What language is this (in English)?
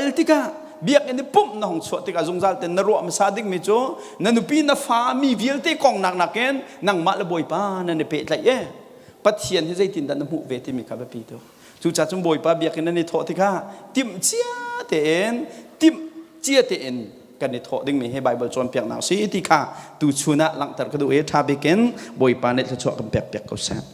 Hakha Chin